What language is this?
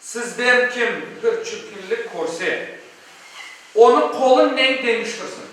Crimean Tatar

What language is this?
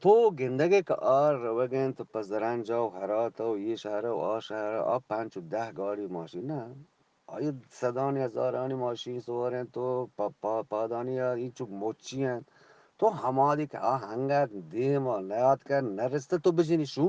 Eastern Balochi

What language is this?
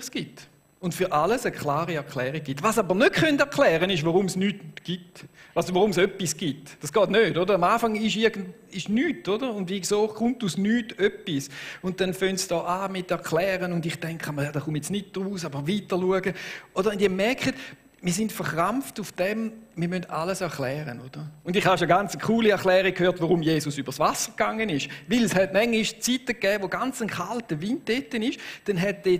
Swiss German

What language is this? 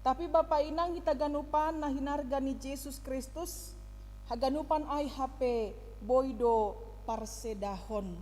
Batak Simalungun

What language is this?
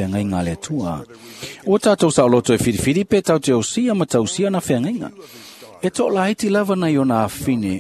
Samoan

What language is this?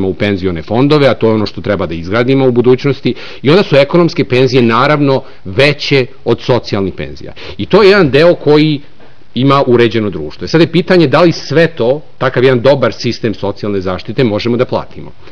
Serbian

